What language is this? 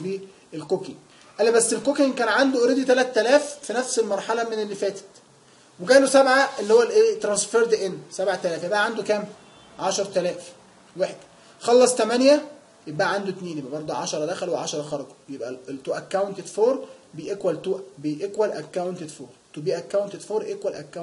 Egyptian Arabic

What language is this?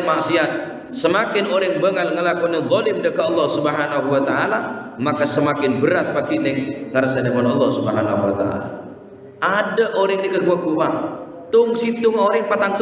Madurese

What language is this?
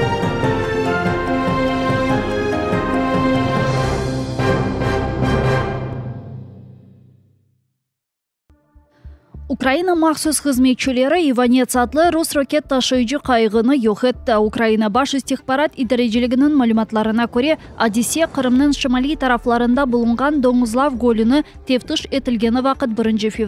Crimean Tatar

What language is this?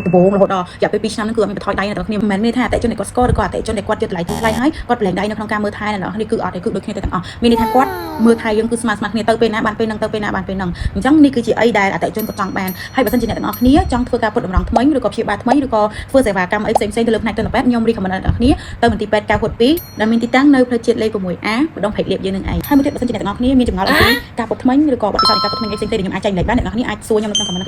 Khmer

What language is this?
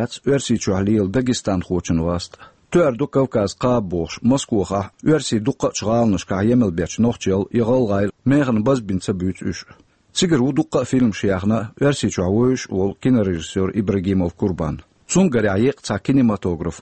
Chechen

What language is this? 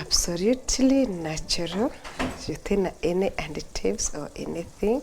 Meru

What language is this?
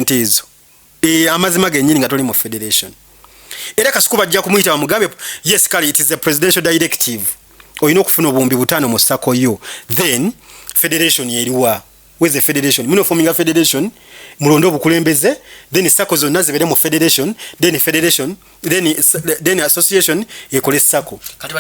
Ganda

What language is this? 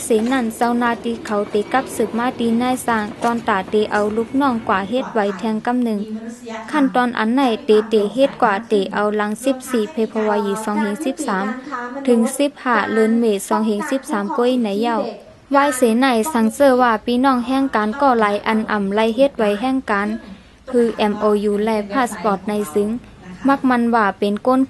Shan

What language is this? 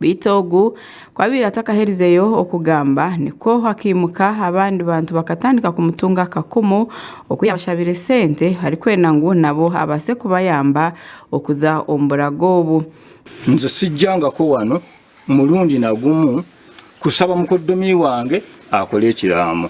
Nyankole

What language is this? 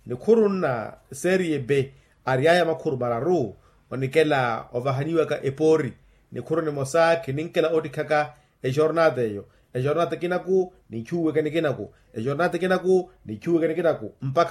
Makhuwa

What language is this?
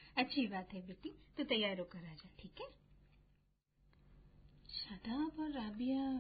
Hindi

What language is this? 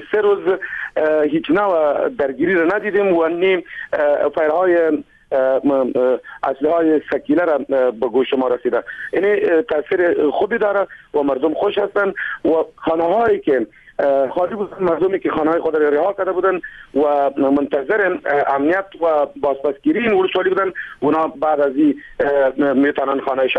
Persian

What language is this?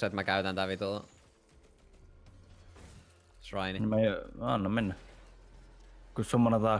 Finnish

